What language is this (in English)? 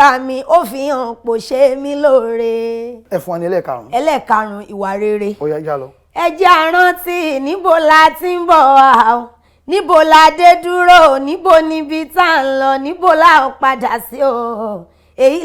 Yoruba